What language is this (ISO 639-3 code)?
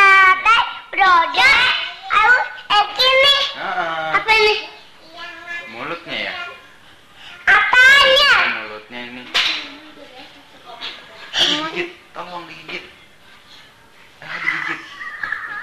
ind